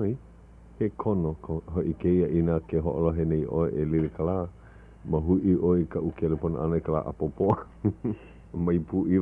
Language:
Hawaiian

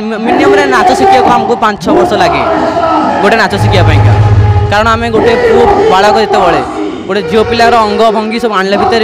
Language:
Odia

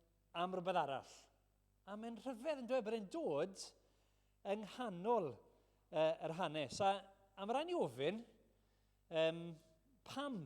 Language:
Welsh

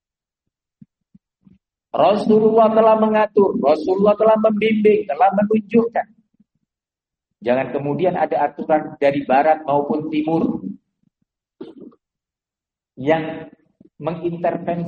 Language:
Indonesian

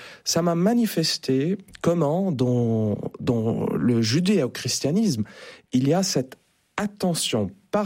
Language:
French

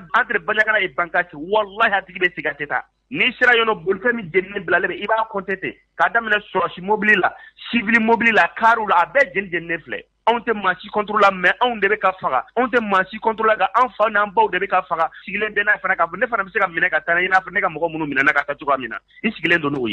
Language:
Bambara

